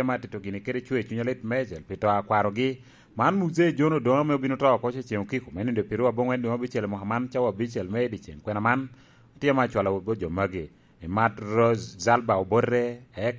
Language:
Lango (Uganda)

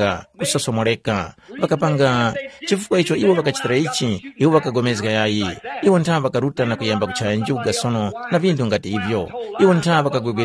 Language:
Tumbuka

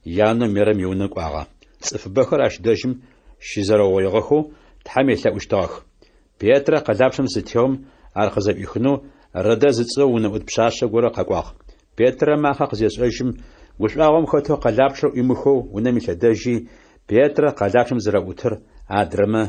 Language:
Adyghe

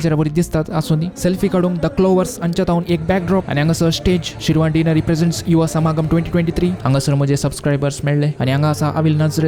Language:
Konkani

